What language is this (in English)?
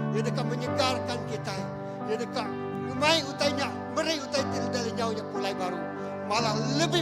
Iban